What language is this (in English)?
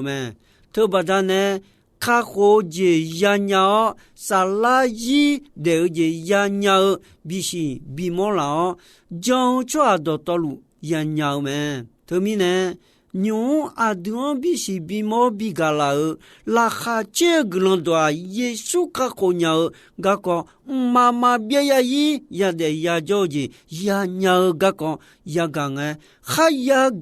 Akha